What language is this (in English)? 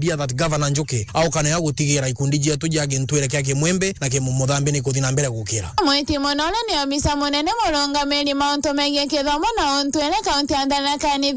Meru